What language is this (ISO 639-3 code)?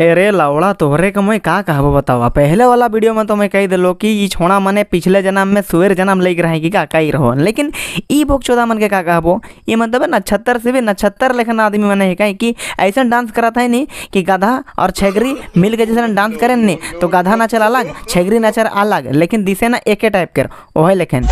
sck